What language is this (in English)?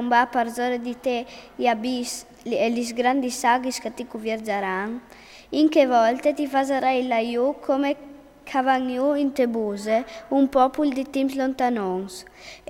Friulian